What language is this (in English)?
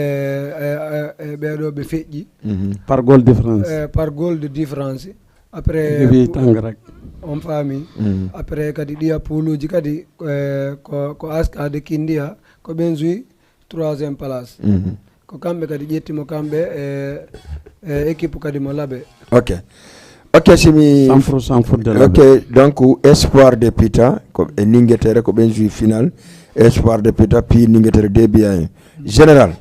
Fula